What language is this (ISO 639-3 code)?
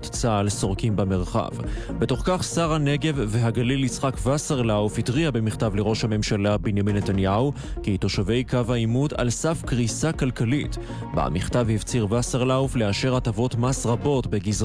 heb